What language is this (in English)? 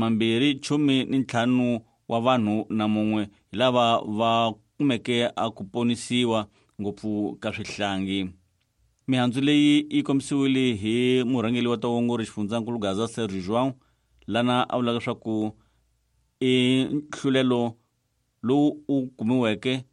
Tsonga